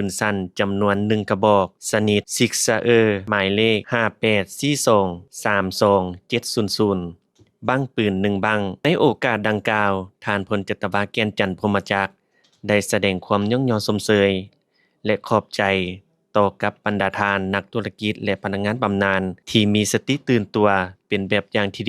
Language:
Lao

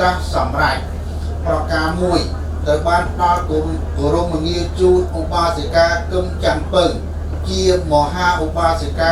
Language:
Khmer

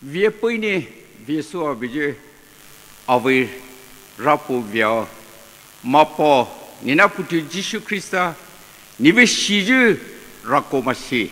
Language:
Poumei Naga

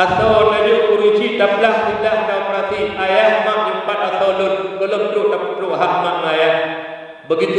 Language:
Achinese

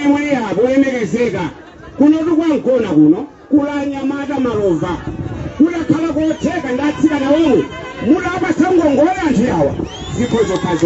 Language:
Nyanja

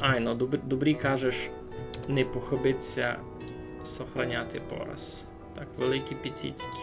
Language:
Rusyn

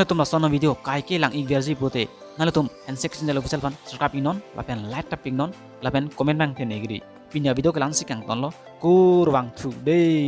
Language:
Karbi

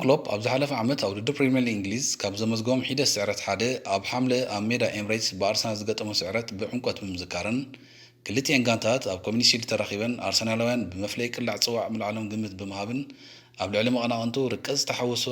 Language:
Tigrinya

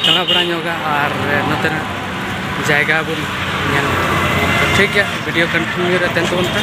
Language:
Santali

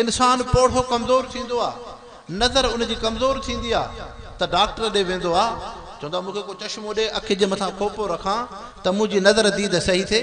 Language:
Sindhi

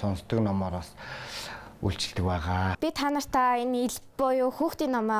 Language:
Mongolian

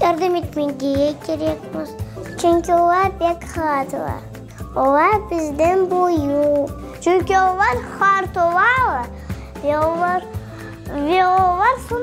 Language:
Crimean Tatar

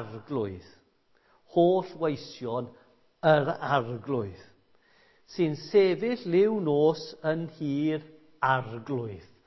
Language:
Welsh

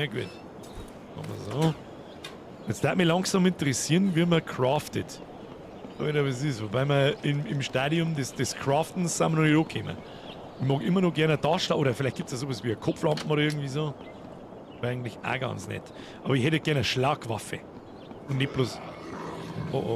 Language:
Bavarian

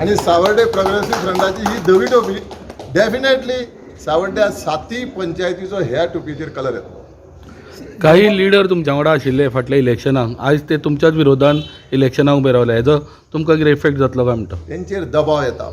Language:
Konkani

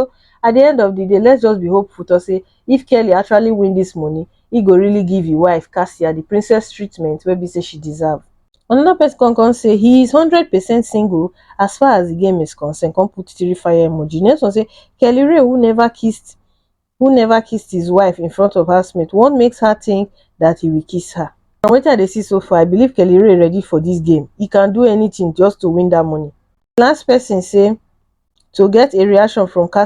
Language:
Nigerian Pidgin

